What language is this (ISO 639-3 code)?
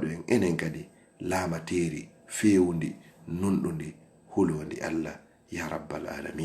ful